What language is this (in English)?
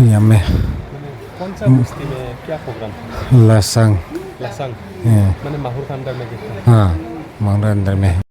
Dimasa